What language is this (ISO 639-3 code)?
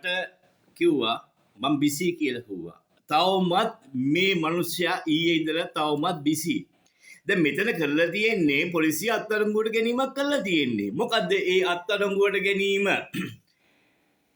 sin